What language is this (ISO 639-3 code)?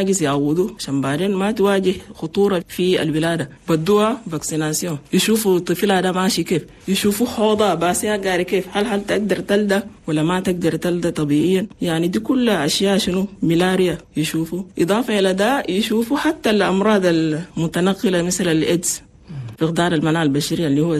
shu